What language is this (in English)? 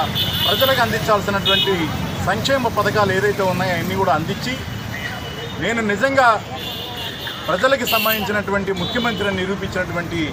Telugu